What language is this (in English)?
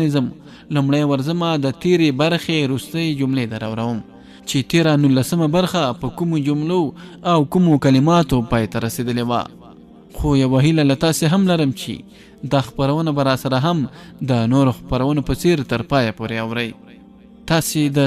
Pashto